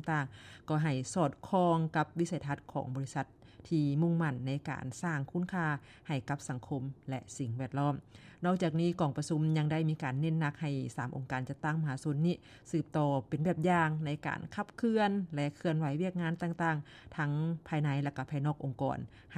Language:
Lao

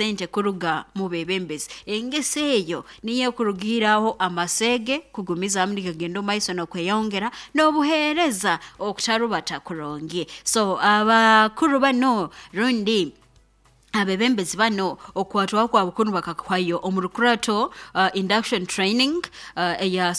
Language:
Nyoro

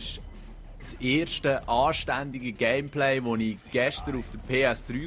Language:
Swiss German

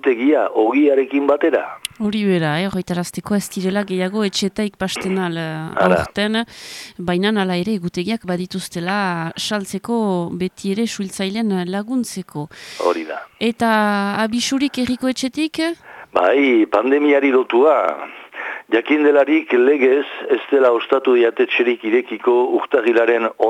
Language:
Basque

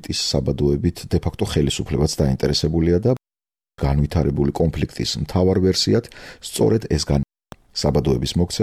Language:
Georgian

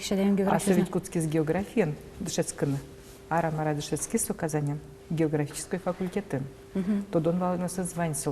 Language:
Udmurt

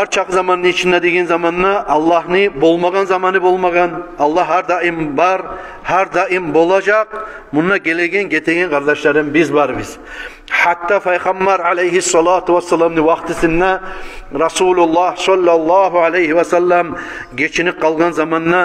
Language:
Kumyk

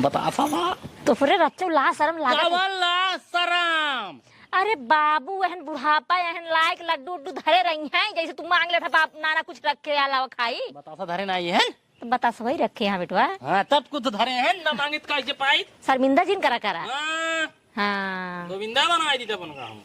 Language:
Awadhi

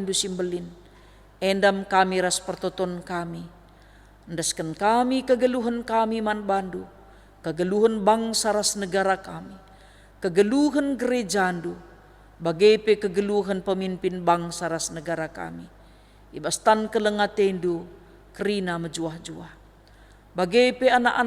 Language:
Batak Karo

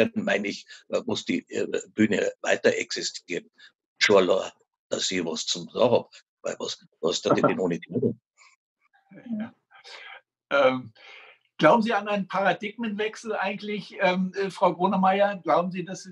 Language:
German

